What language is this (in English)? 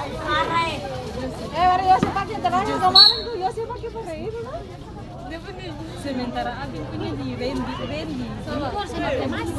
Ambonese Malay